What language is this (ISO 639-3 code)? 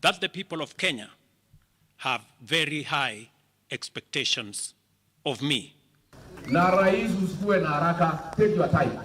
kam